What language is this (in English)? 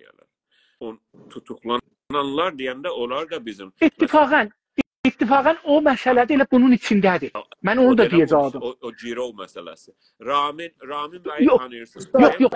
South Azerbaijani